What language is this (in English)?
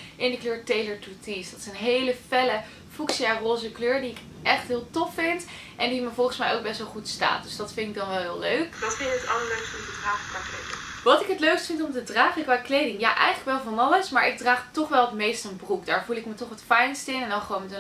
Dutch